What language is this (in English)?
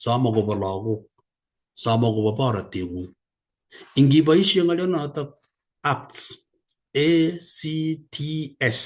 Kalenjin